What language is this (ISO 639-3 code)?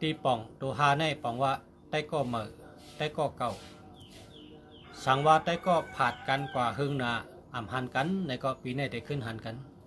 shn